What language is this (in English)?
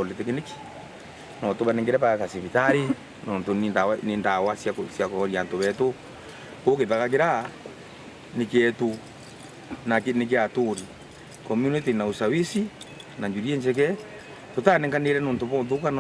Meru